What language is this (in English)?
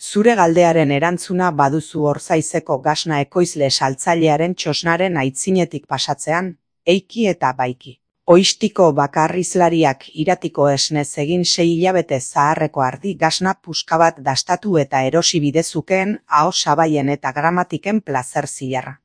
Basque